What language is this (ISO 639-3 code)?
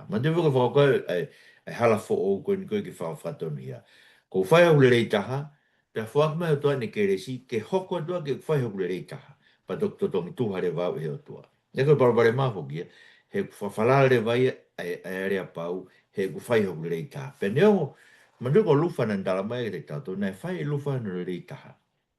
ton